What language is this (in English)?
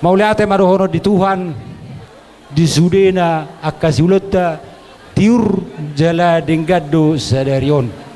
Batak Toba